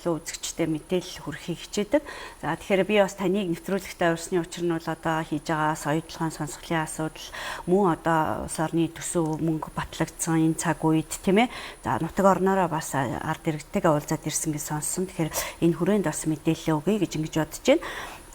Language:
Mongolian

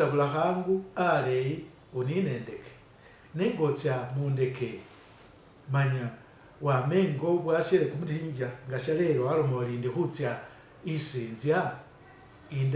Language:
Masaaba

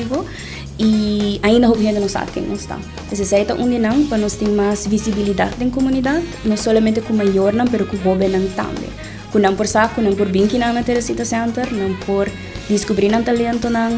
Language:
Papiamento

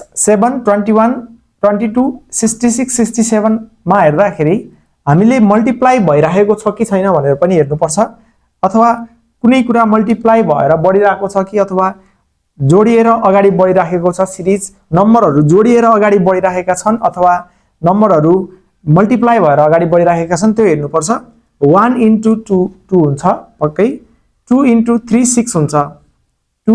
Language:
Nepali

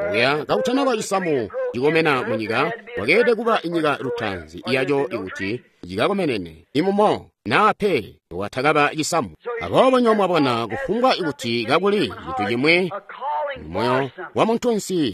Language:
Tonga (Zambia)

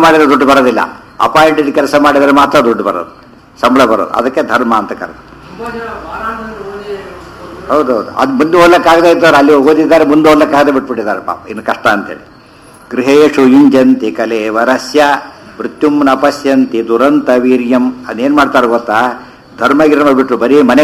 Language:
Kannada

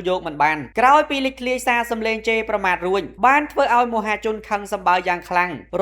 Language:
Khmer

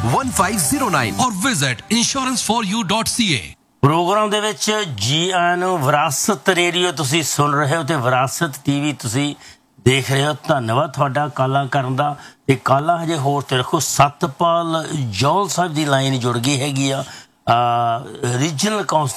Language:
Punjabi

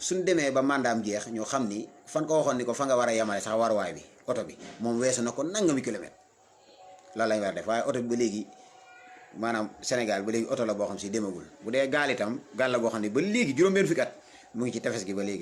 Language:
Wolof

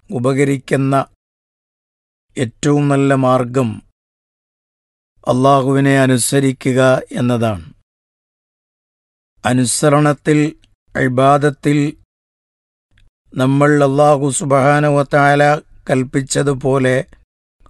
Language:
Malayalam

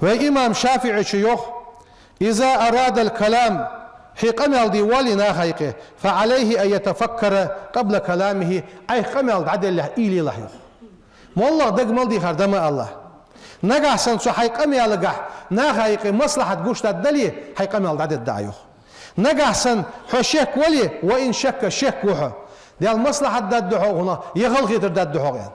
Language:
Ingush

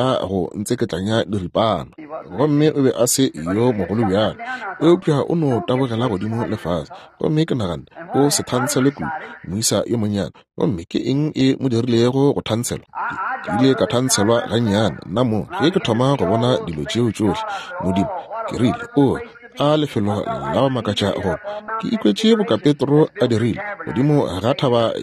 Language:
Northern Sotho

